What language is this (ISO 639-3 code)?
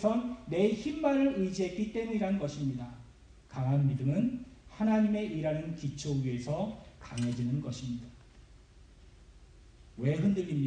kor